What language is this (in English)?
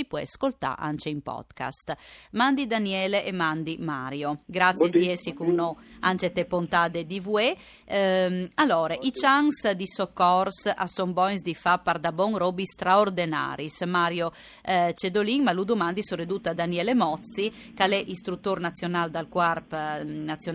Friulian